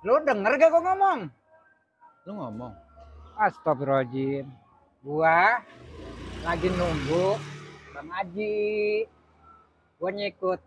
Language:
Betawi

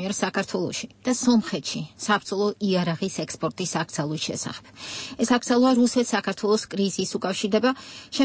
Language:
Georgian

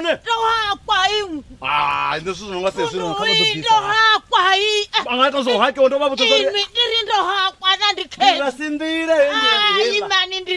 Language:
Venda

